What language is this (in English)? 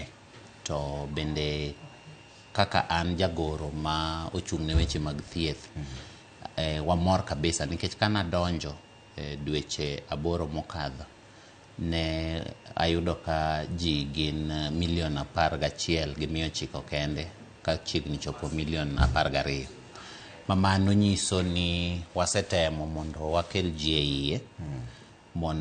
Luo (Kenya and Tanzania)